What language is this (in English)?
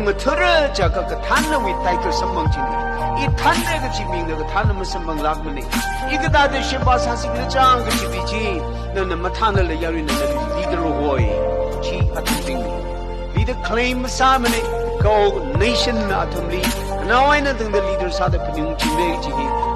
Tangkhul Naga (India)